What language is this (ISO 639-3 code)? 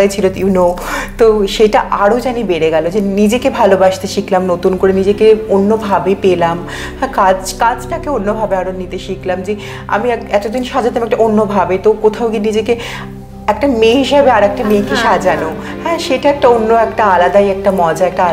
ben